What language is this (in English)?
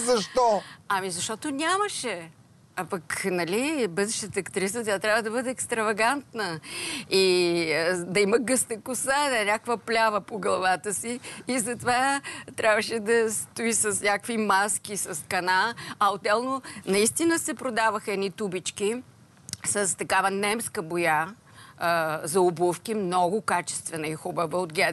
Bulgarian